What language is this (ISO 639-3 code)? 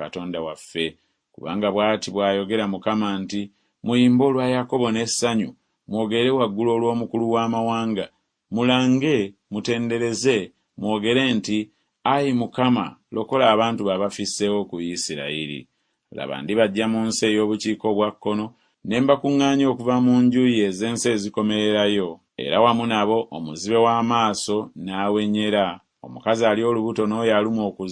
lug